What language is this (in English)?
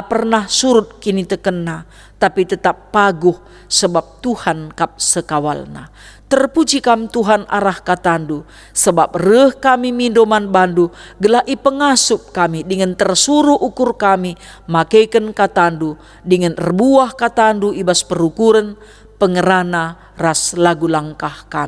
Batak Karo